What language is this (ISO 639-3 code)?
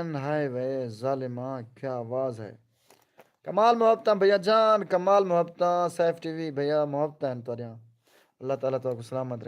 skr